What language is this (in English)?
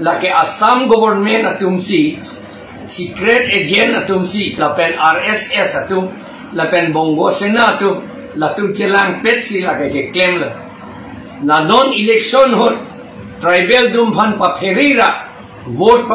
Karbi